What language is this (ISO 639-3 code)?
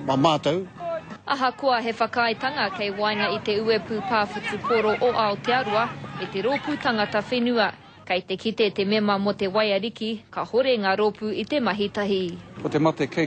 mri